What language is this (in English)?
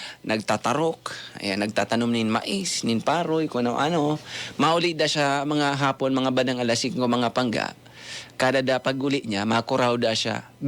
Bikol